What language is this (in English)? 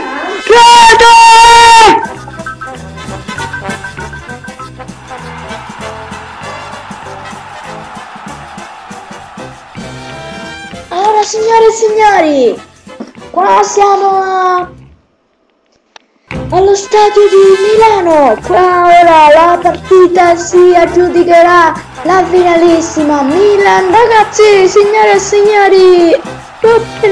Italian